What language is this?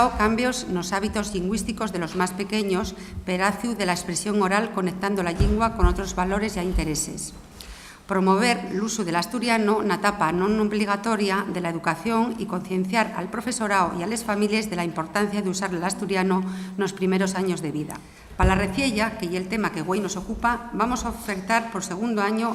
Asturian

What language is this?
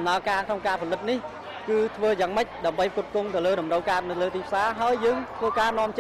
Khmer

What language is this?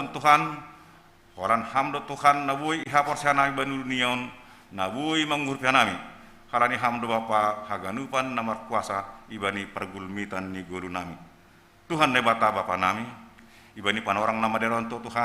Batak Simalungun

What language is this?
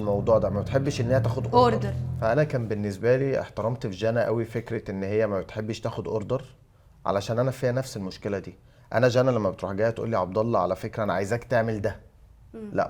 Egyptian Arabic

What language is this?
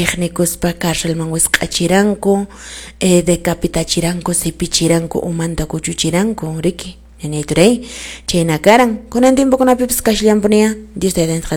Quechua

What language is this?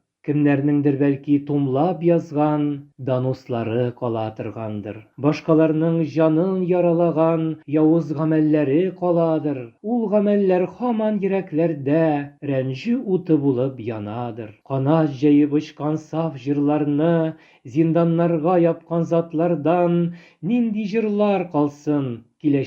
Tatar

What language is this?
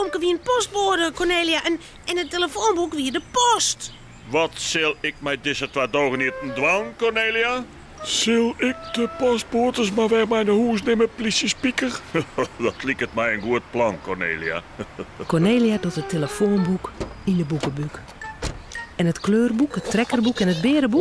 Western Frisian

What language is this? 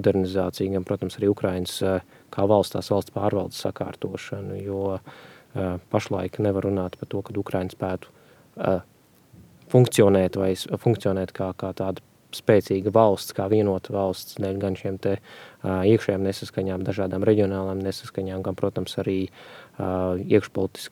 Latvian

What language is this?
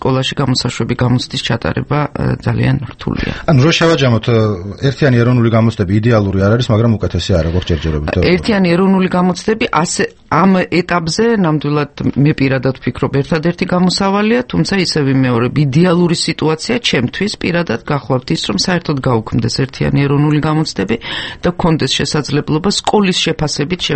Georgian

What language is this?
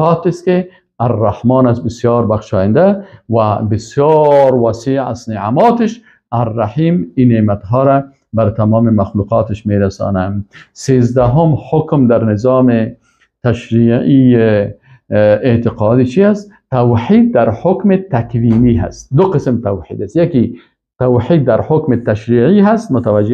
Persian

